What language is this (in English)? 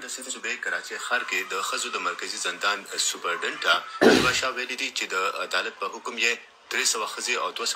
Pashto